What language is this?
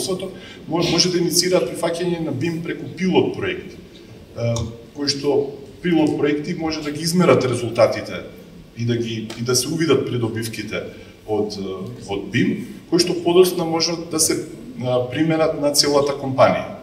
Macedonian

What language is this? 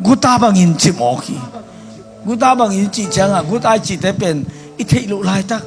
Tedim Chin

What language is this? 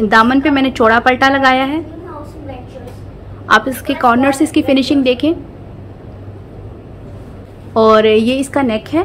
Hindi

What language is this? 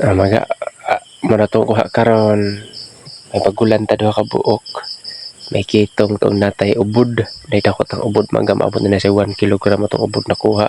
Cebuano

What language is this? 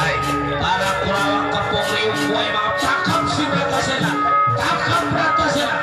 Betawi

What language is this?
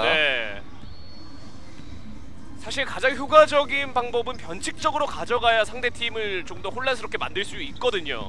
Korean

